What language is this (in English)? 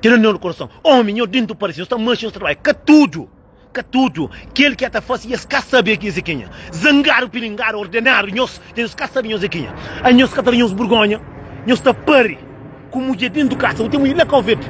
Kabuverdianu